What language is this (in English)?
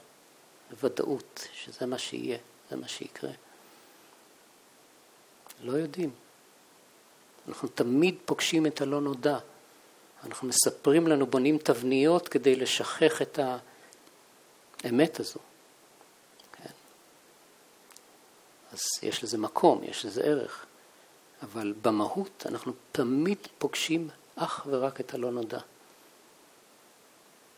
Hebrew